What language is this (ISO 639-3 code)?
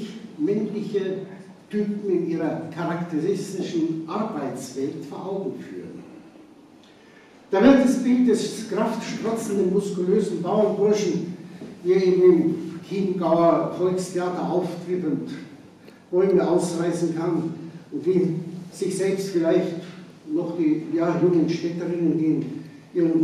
deu